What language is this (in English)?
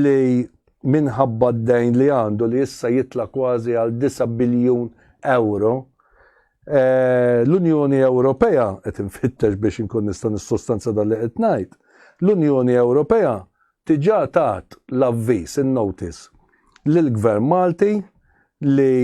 Maltese